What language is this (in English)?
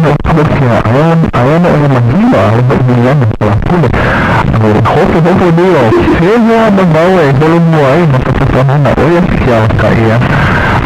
Hawaiian